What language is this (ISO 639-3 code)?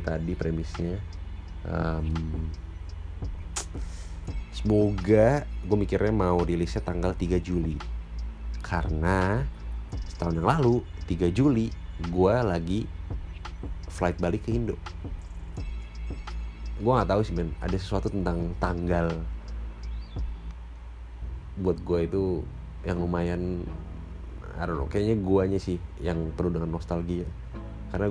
ind